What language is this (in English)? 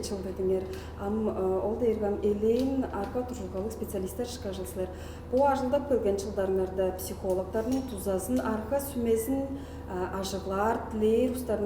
Tuvinian